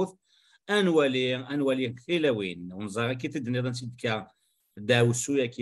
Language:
Kabyle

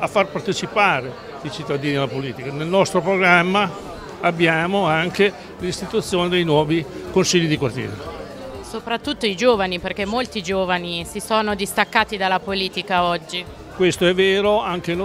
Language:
Italian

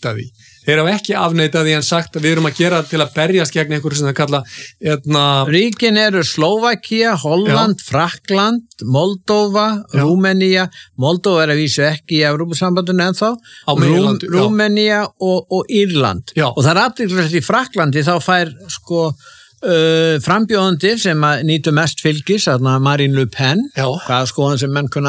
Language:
Icelandic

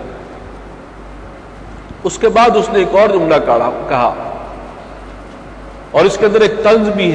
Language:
Urdu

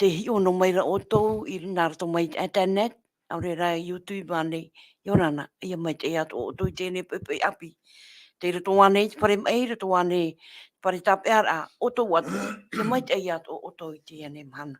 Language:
Tahitian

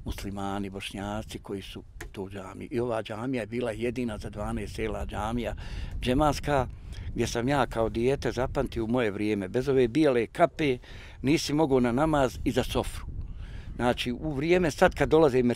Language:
Bosnian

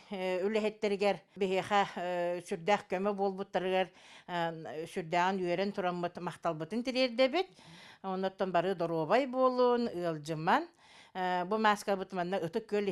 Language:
Yakut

